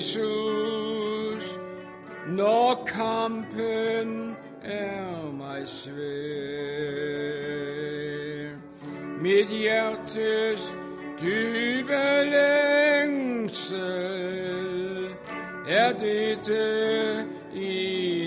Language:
Danish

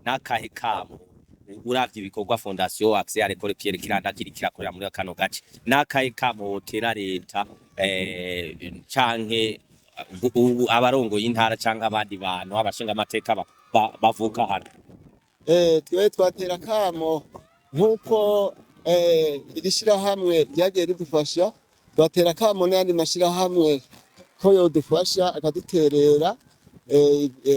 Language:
Rundi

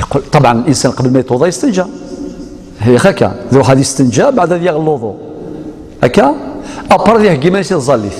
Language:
Algerian Arabic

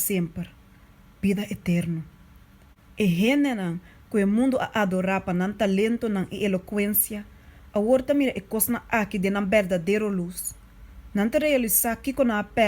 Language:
Papiamento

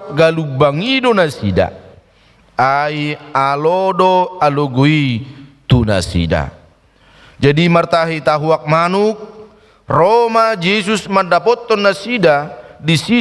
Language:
Batak Toba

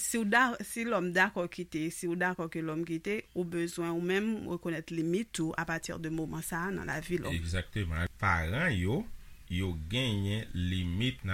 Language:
Haitian Creole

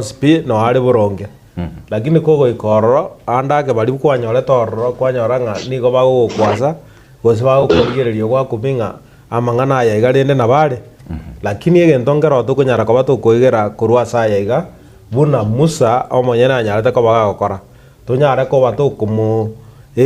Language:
Gusii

